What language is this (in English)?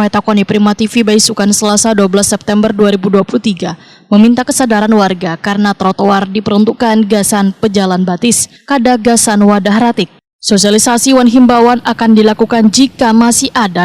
Banjar